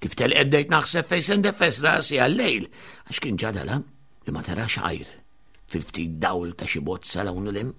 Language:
Maltese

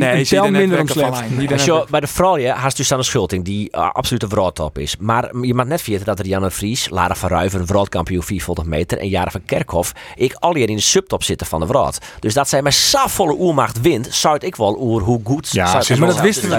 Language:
Western Frisian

